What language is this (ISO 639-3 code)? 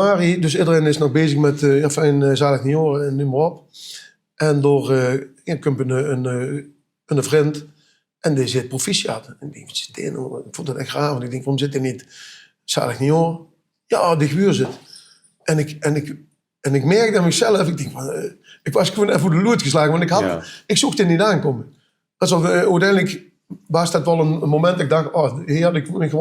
lim